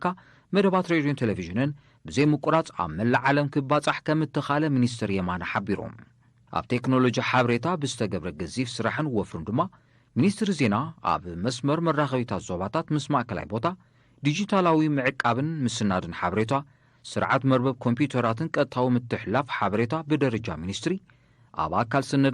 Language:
Tigrinya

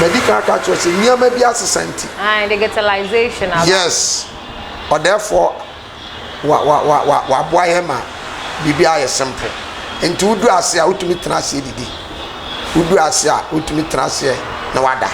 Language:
Akan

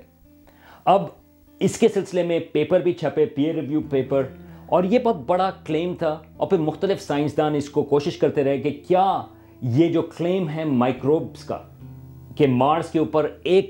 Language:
Urdu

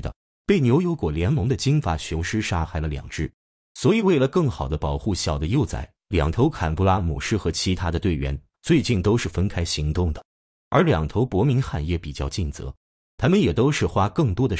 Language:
Chinese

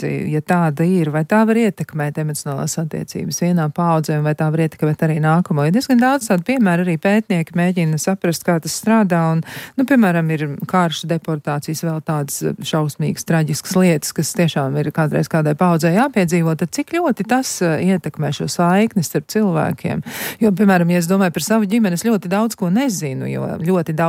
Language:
Latvian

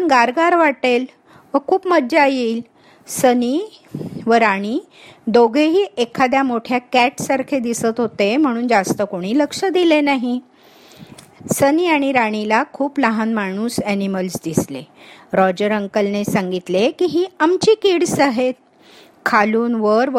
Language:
Marathi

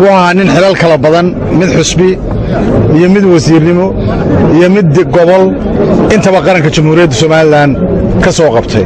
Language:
Somali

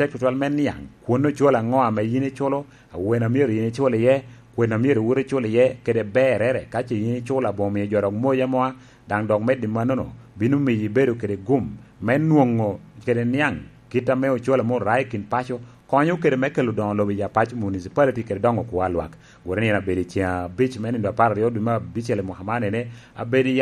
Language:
Lango (Uganda)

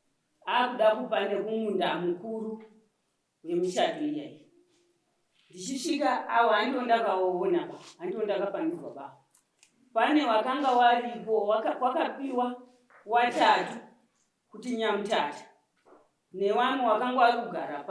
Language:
Shona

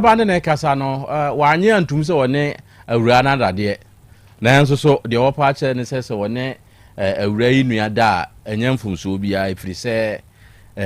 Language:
Akan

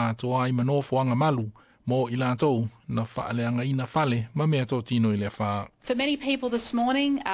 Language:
Samoan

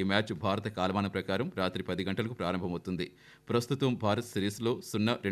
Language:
Telugu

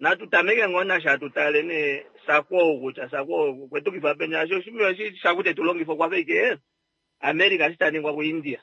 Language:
Kuanyama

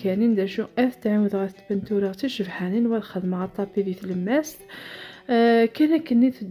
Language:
Kabyle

